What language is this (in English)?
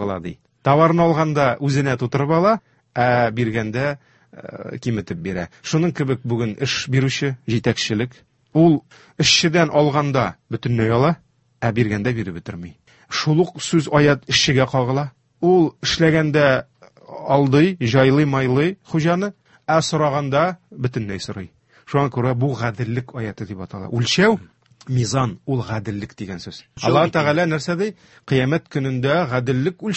Tatar